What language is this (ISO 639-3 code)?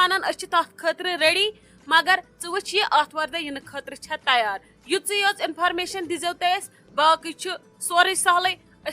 kas